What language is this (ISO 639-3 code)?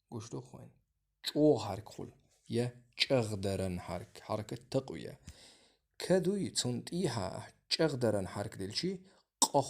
che